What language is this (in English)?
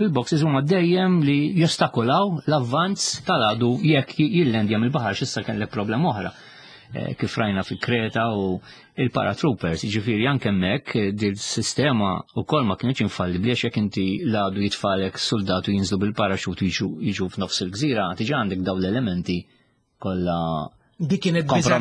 Maltese